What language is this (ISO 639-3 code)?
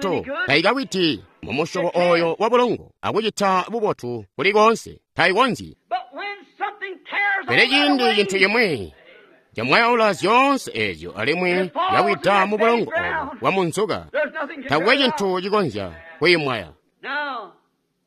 toi